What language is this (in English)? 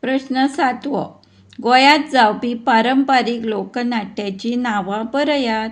Konkani